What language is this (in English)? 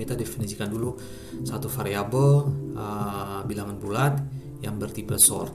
Ambonese Malay